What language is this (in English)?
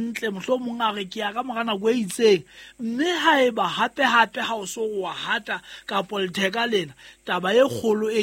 Southern Sotho